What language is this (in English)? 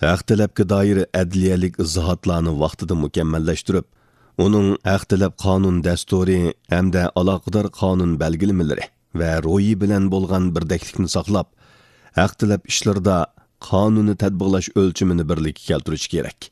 Uyghur